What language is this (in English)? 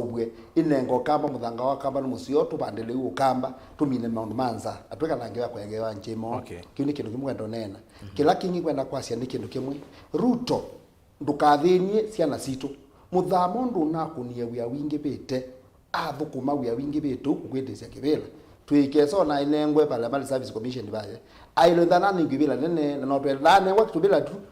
Kamba